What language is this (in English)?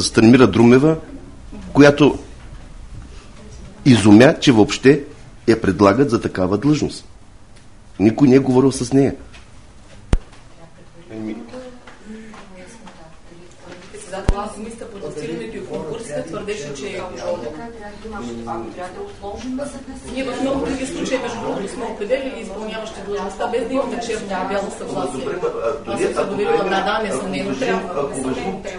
Bulgarian